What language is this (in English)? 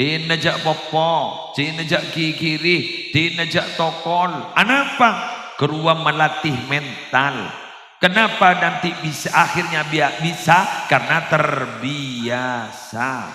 Madurese